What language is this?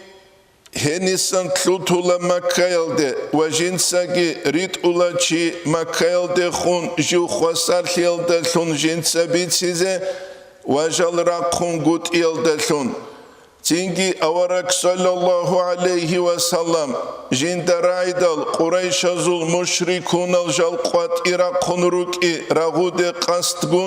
Avaric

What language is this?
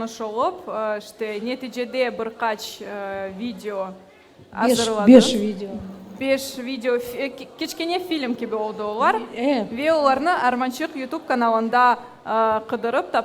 Crimean Tatar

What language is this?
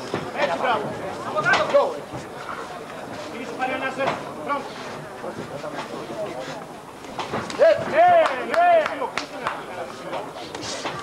Greek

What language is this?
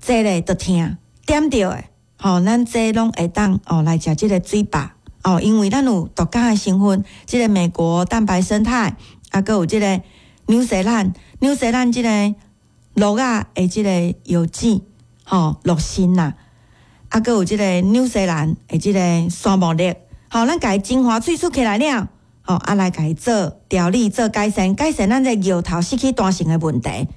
Min Nan Chinese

